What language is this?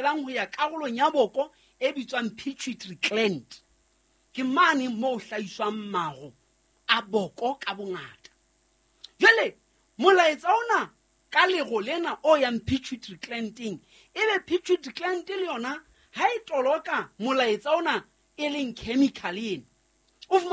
Southern Sotho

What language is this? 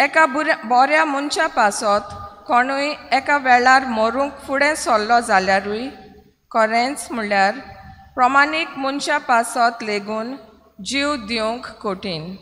Konkani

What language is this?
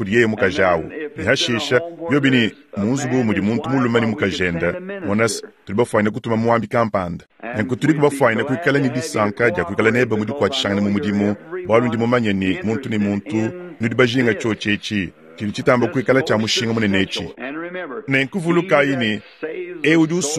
Luba-Lulua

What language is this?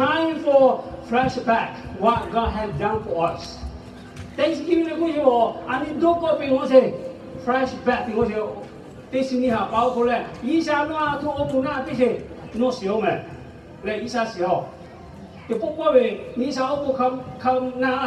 Lahu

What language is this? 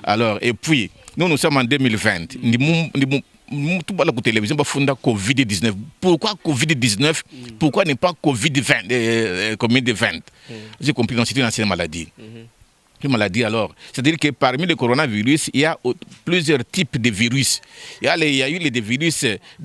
Luba-Lulua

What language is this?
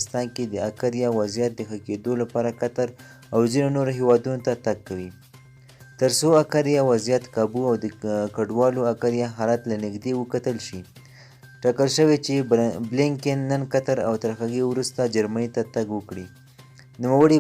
Pashto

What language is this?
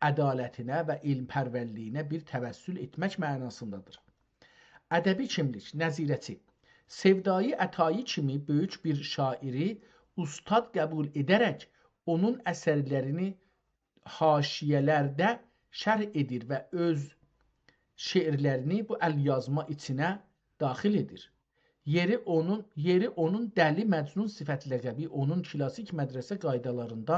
South Azerbaijani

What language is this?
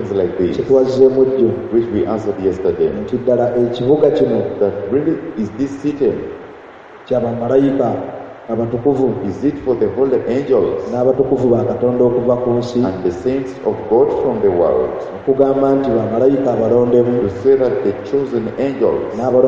Ganda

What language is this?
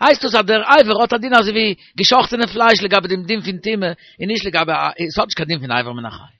Yiddish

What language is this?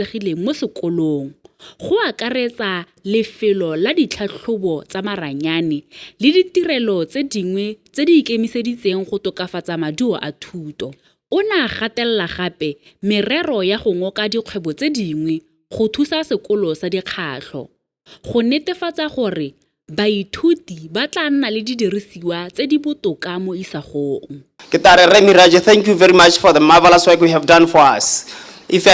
Tswana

